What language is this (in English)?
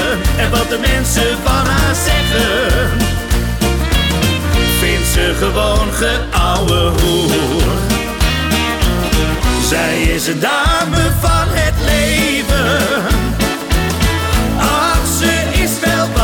Dutch